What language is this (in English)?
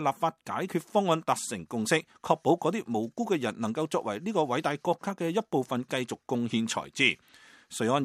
Cantonese